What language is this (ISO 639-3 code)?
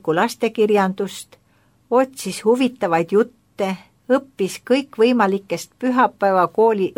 est